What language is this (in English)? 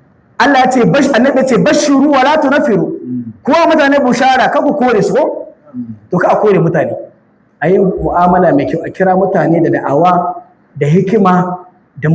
Hausa